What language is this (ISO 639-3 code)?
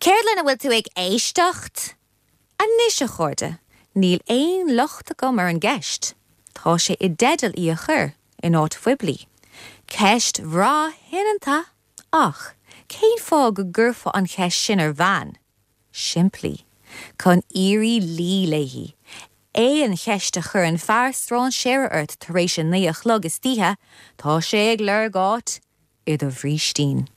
gle